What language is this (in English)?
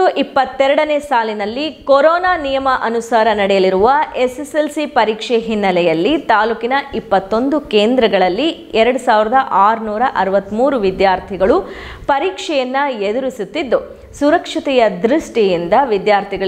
Kannada